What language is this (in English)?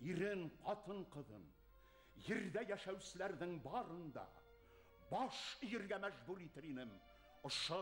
Bashkir